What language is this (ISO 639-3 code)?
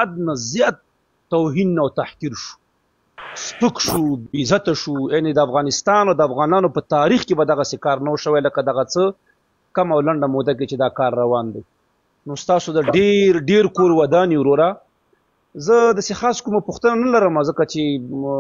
pus